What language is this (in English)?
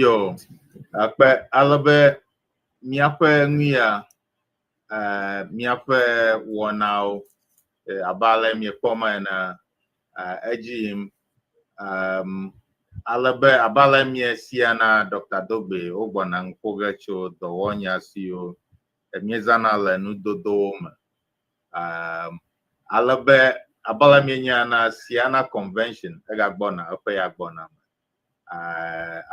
Ewe